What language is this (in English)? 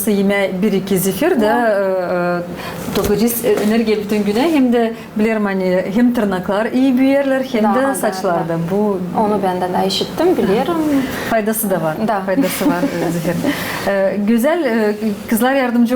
Gagauz